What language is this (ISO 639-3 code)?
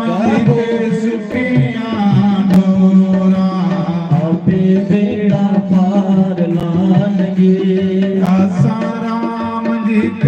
doi